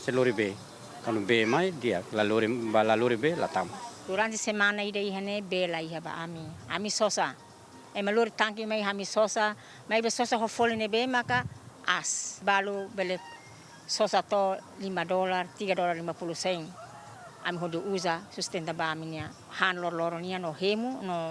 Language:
Tetum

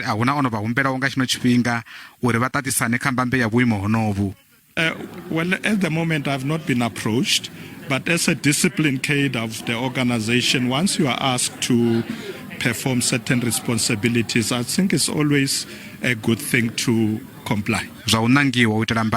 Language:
Venda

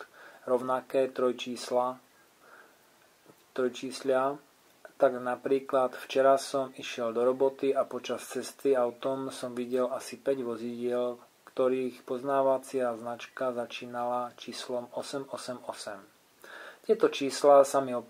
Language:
Slovak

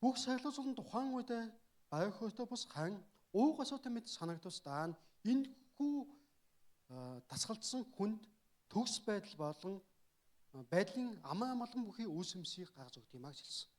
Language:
Mongolian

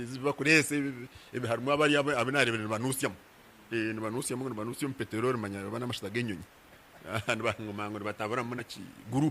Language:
Nyankole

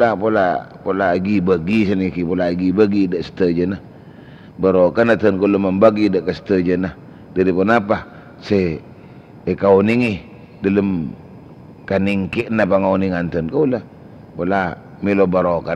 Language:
Madurese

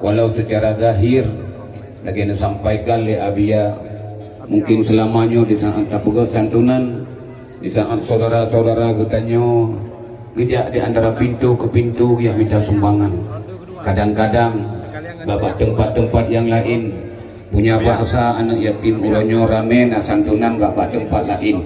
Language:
Achinese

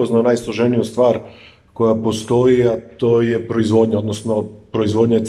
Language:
Serbian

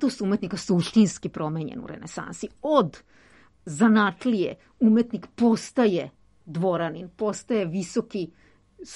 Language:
Serbian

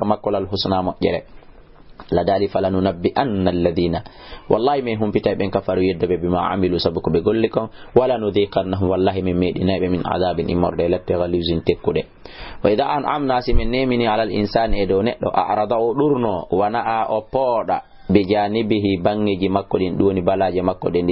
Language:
Fula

